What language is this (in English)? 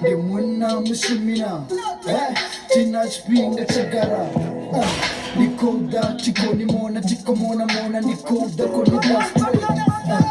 Venda